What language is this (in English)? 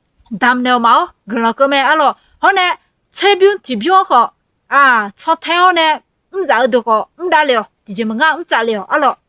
Akha